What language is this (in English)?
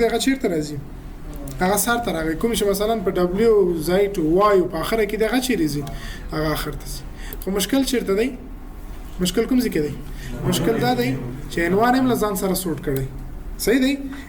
Pashto